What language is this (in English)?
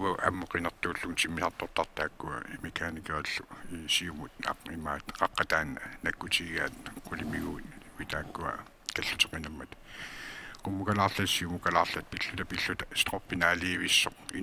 Kalaallisut